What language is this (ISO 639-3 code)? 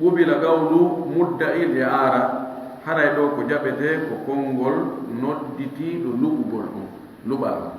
ful